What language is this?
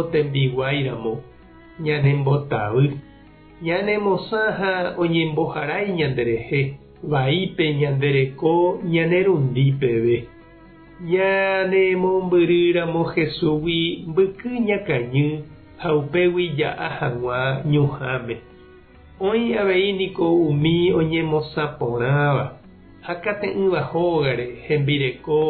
Guarani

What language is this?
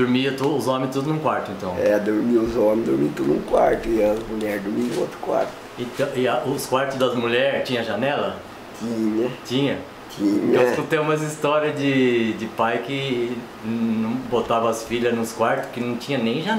Portuguese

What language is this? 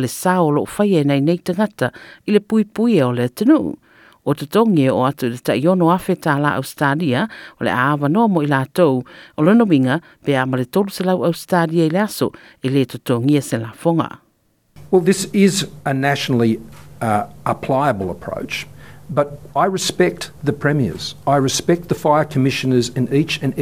Samoan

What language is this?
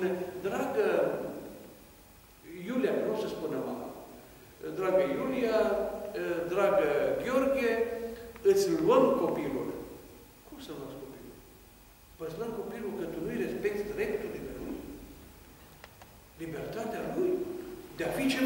Romanian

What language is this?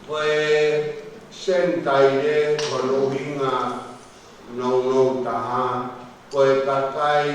Tongan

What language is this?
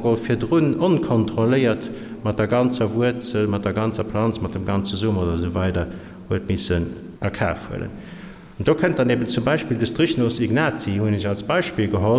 Luxembourgish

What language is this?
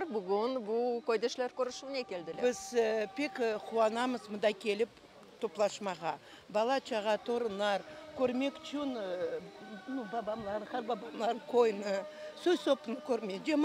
Crimean Tatar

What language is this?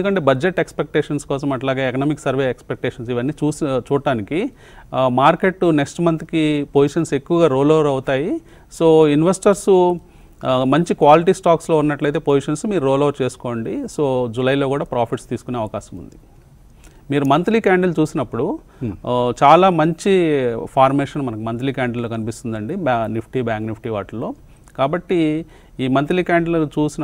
Telugu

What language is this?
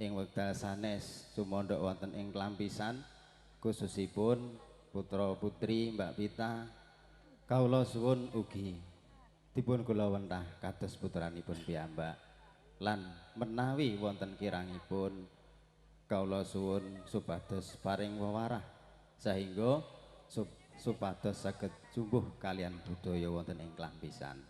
Javanese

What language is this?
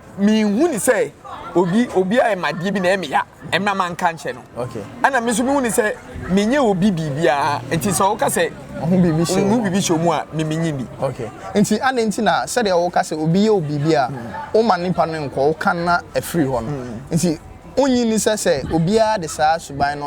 Akan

